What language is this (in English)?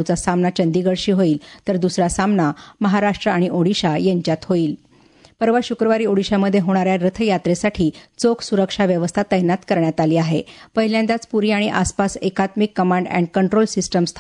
Marathi